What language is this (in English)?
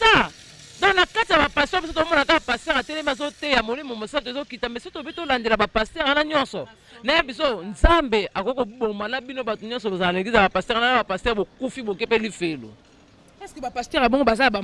Lingala